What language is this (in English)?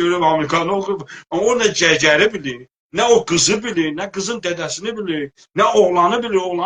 South Azerbaijani